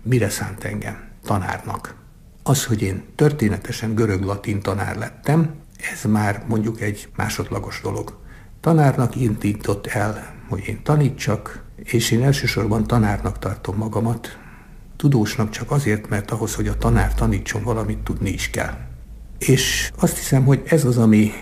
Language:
Hungarian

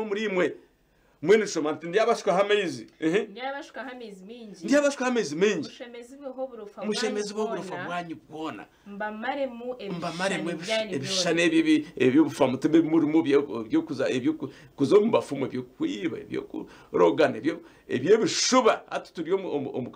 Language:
Nyankole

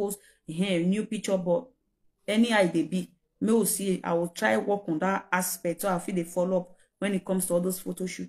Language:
Nigerian Pidgin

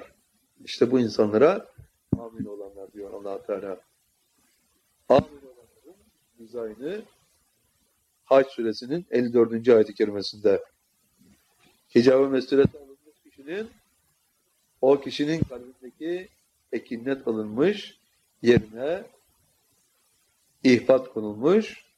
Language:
Turkish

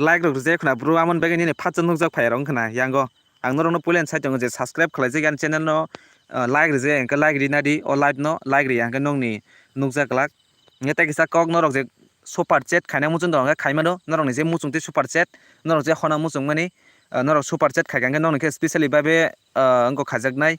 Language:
Kok Borok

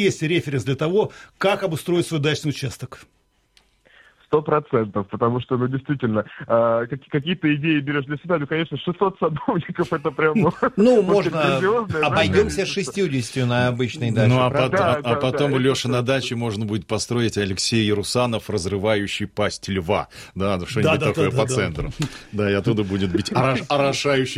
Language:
Russian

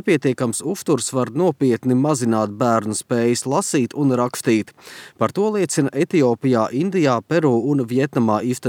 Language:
Latvian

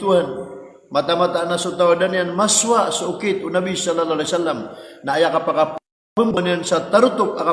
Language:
Maranao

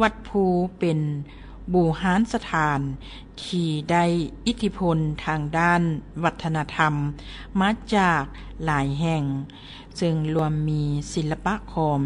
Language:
Lao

